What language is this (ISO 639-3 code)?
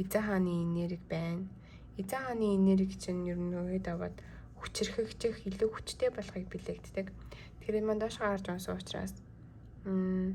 mon